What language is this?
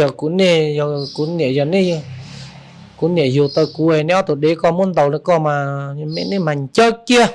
Hmong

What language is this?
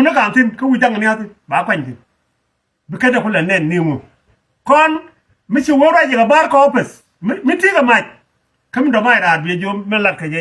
Nuer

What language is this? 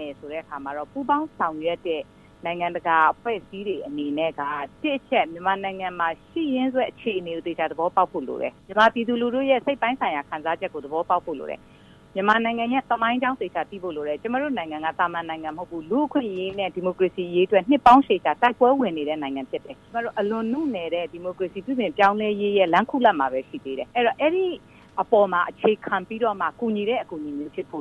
Burmese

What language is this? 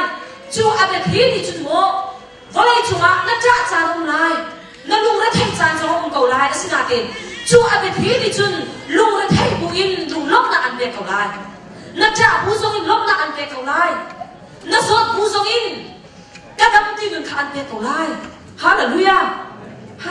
Hakha Chin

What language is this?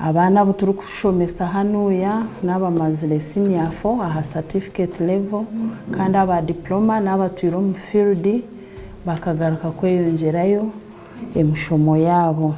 Nyankole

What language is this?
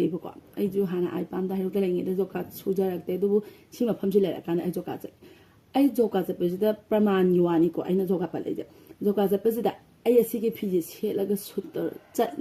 Manipuri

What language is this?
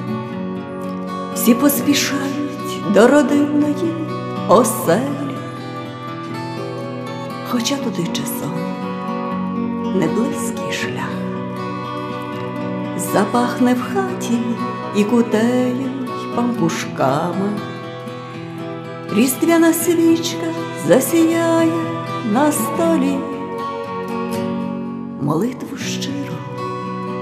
Ukrainian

